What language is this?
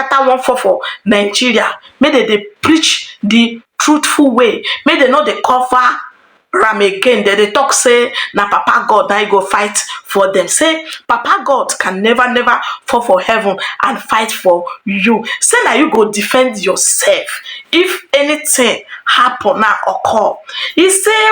Nigerian Pidgin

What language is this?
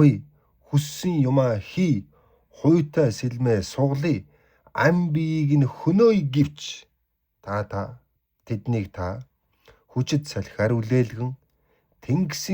Mongolian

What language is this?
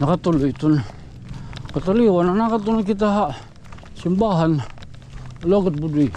Waray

